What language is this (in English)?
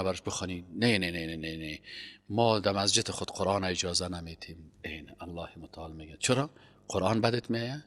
Persian